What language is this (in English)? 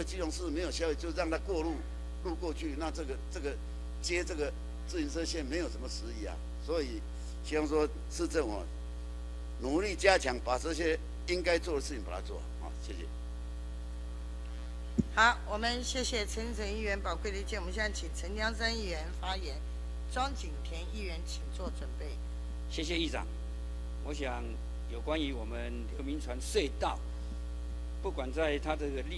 Chinese